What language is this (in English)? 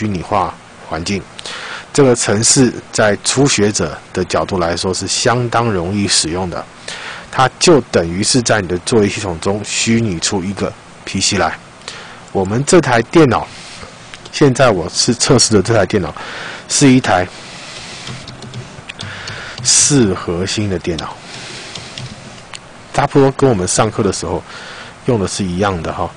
Chinese